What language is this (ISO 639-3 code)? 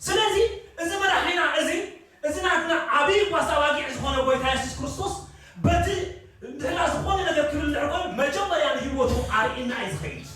tir